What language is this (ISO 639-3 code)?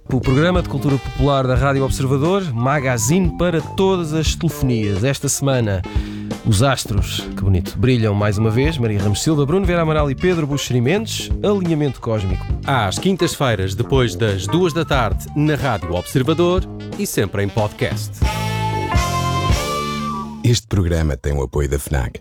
por